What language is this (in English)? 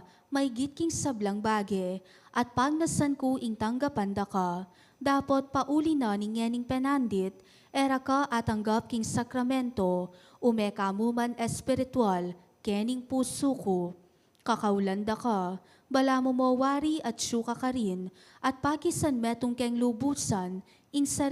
Pampanga